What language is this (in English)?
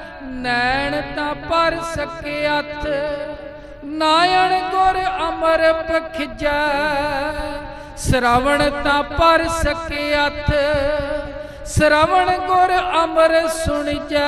Punjabi